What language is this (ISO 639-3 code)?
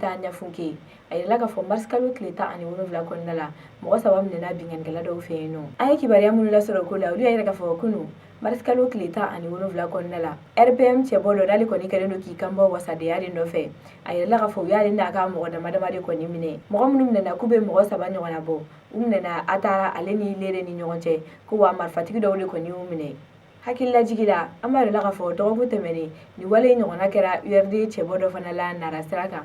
bam